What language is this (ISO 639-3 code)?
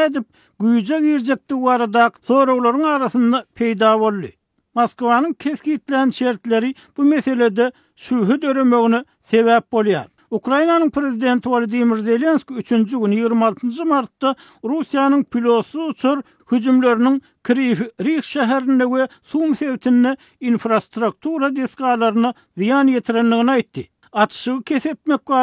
tuk